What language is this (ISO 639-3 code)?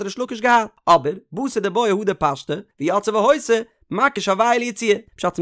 yid